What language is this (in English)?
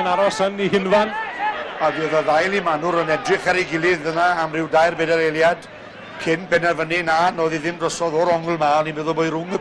Welsh